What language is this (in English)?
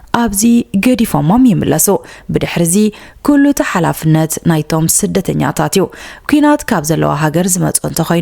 Tigrinya